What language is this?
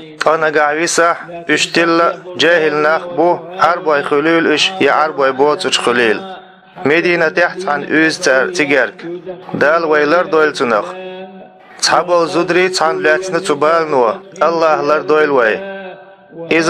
Chechen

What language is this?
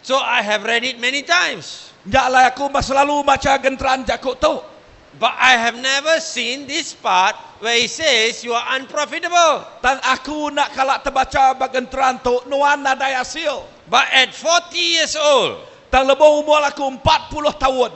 Iban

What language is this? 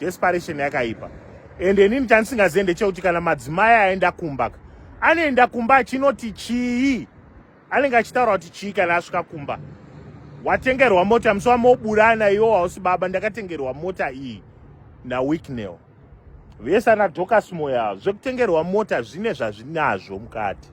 Shona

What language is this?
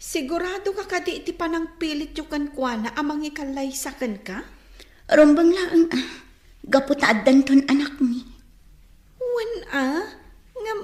Iloko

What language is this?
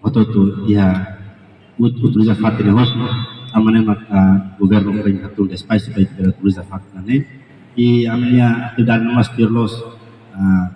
Tetum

